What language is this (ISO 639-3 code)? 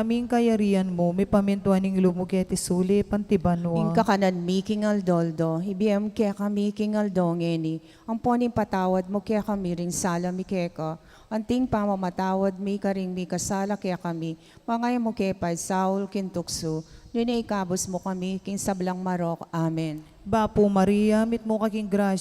pam